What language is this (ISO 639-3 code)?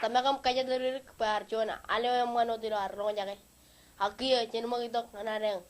mah